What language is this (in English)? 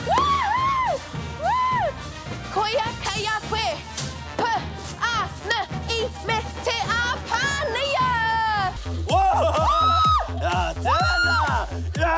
Māori